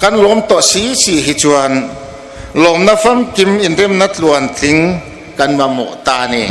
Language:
Hmar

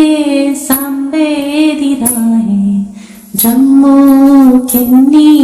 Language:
Dogri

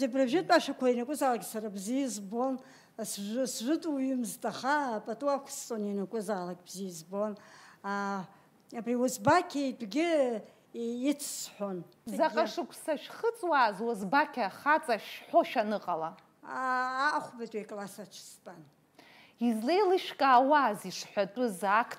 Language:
Abkhazian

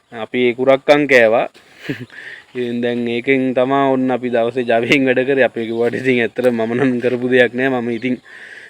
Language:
Sinhala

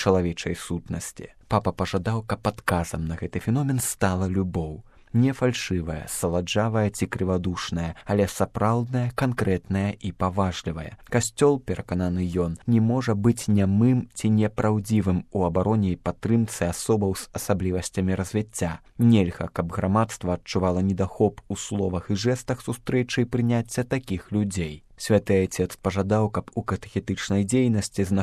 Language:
Belarusian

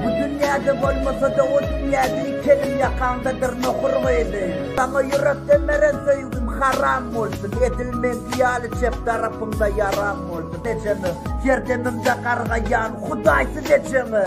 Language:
Turkmen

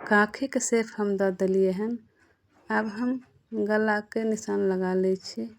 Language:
Maithili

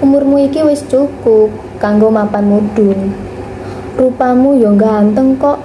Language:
Javanese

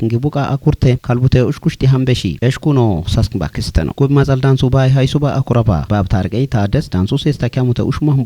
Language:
Kafa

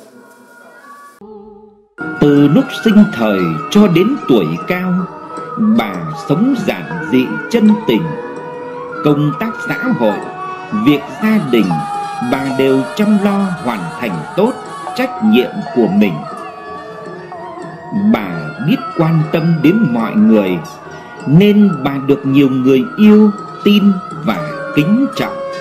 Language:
Vietnamese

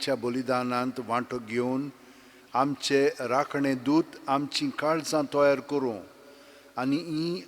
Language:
Konkani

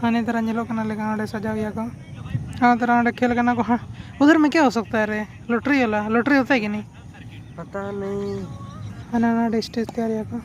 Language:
Santali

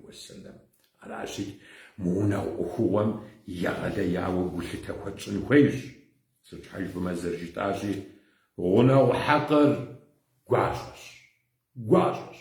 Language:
Kabardian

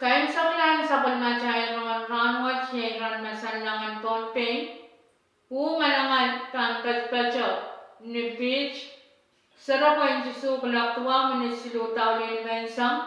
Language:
Pohnpeian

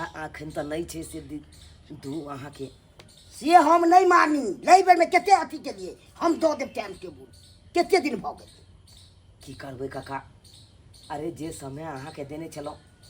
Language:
Maithili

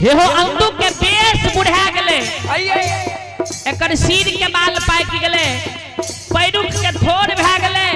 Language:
Maithili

